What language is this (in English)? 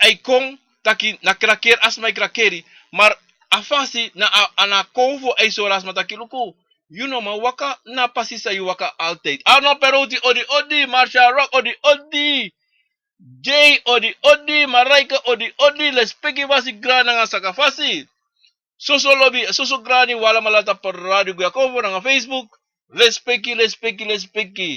Sranan Tongo